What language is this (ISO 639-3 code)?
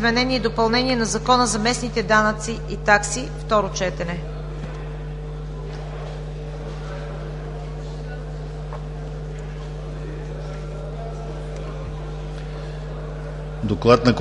bul